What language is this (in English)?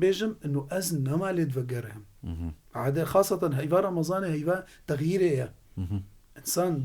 Kurdish